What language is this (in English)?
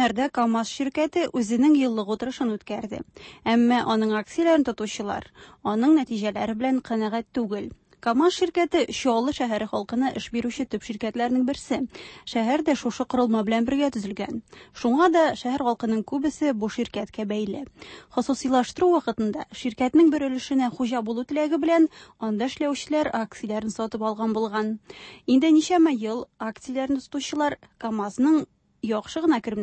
Tatar